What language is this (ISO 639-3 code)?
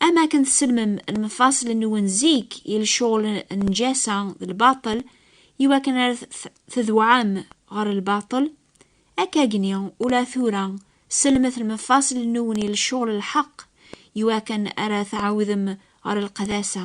kab